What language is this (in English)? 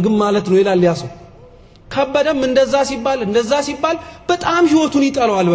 Amharic